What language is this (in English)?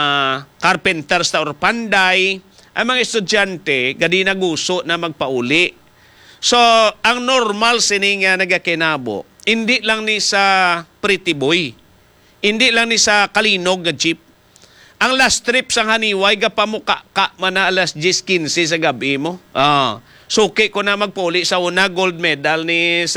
Hiligaynon